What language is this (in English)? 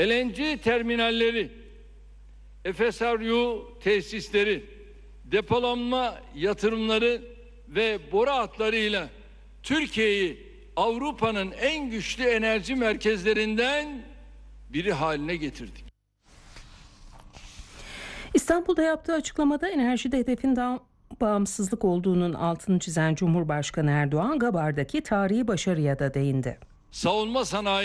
Turkish